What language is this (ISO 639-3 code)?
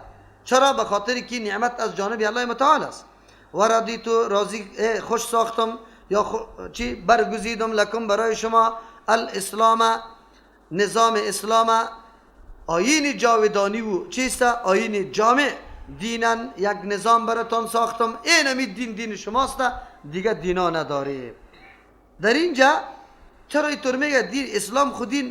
fas